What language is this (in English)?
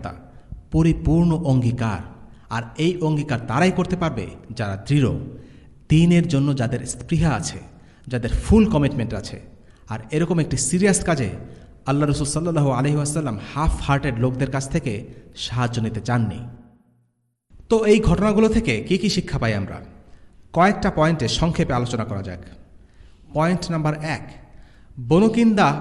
Bangla